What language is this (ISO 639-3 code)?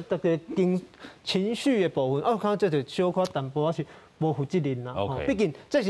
nan